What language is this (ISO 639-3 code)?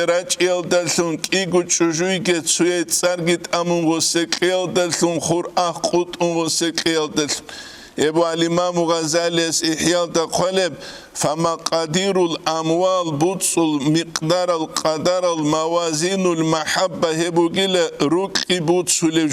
ava